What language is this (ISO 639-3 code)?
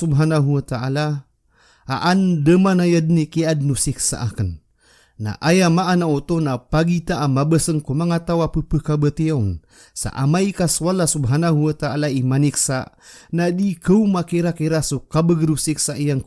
mrw